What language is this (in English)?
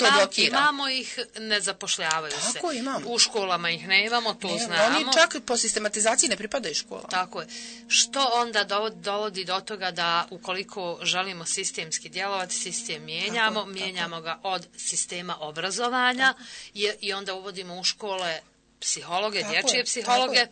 Bosnian